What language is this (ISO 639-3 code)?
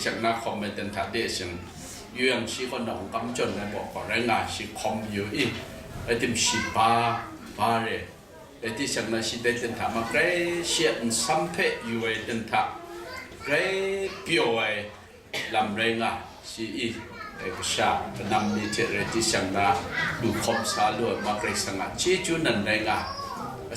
kac